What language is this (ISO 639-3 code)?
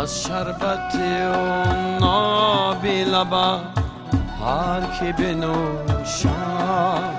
tgk